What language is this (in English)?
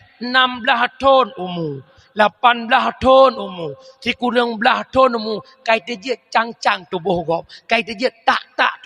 Achinese